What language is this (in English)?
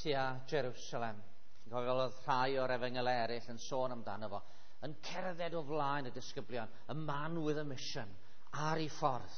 Welsh